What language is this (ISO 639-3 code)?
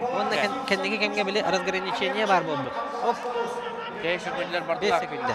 sah